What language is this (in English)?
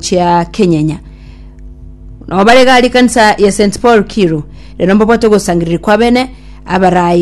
Gusii